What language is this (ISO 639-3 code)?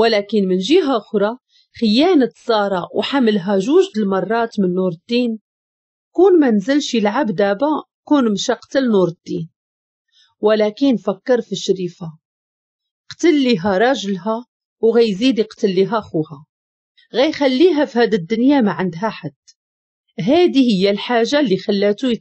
ary